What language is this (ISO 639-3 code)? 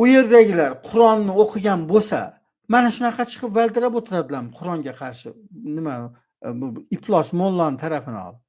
uzb